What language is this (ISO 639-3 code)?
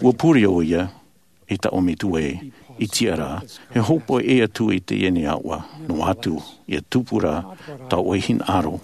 tah